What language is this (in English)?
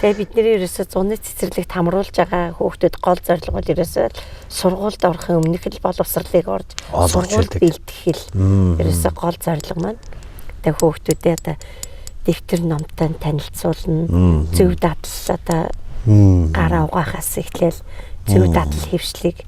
Mongolian